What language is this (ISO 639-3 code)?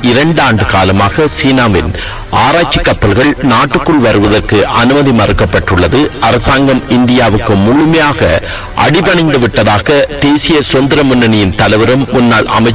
tam